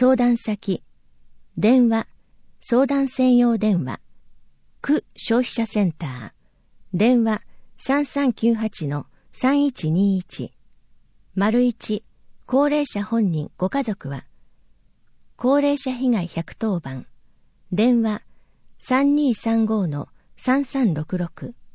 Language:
Japanese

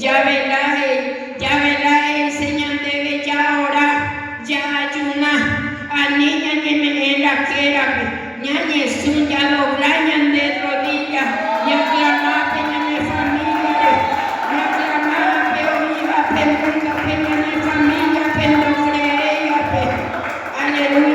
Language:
Guarani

